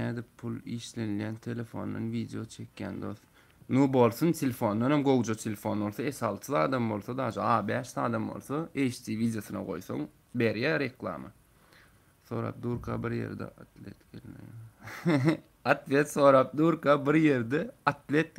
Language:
Turkmen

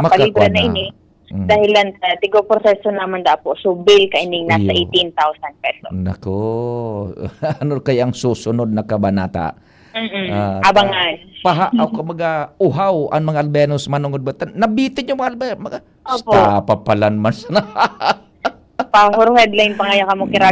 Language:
Bikol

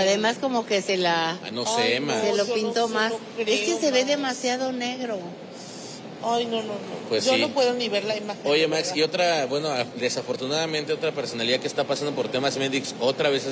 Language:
Spanish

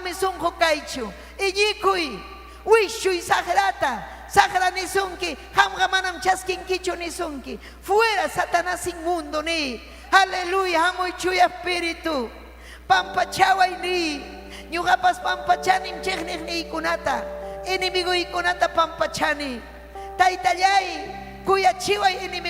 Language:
Ayacucho Quechua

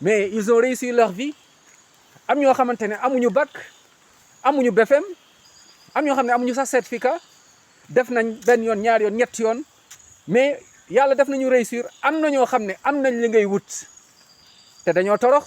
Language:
Wolof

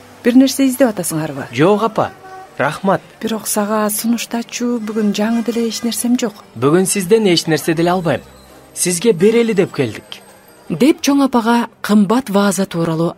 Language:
Kyrgyz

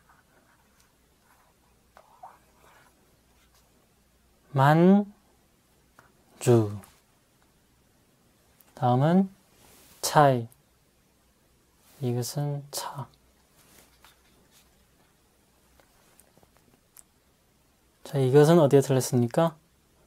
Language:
Korean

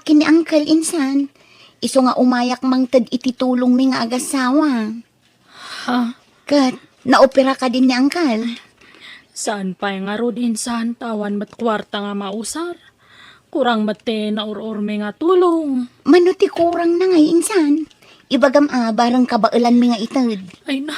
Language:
Iloko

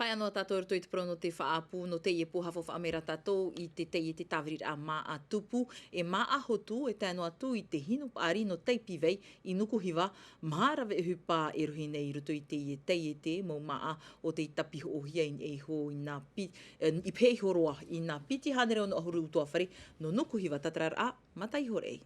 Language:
Tahitian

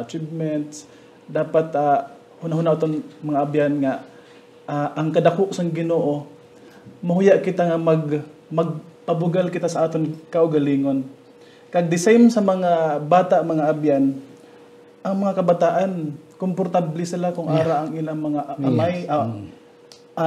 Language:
Hiligaynon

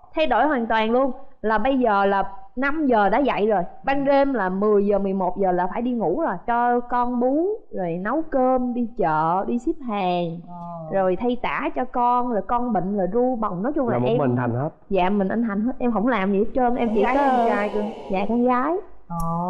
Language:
Vietnamese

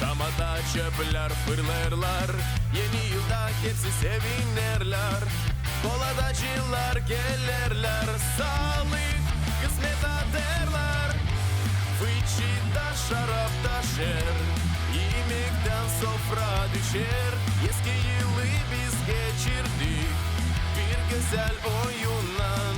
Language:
Gagauz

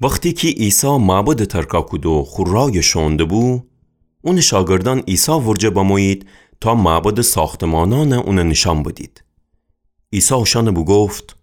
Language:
Gilaki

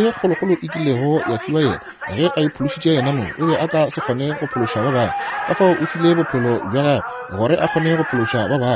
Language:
Northern Sotho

